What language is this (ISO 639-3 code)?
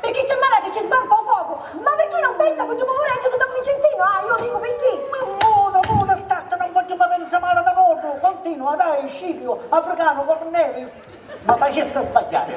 scn